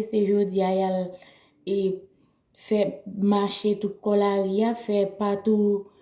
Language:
Haitian Creole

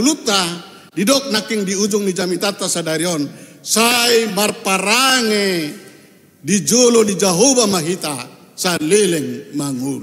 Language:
Batak Toba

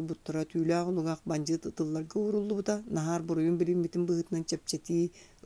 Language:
Yakut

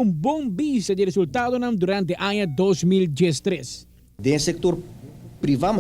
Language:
Papiamento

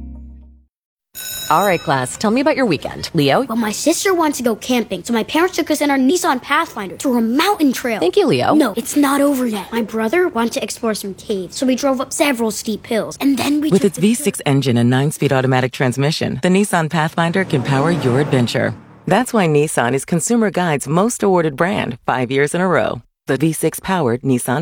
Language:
English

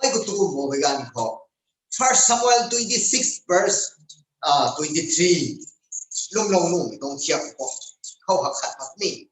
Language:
Rongmei Naga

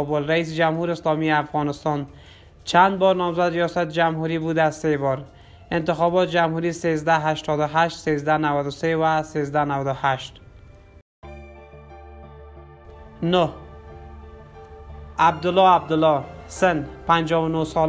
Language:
Persian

